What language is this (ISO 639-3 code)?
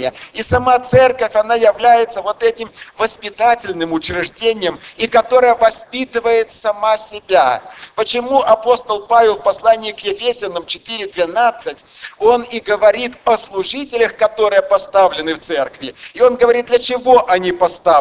rus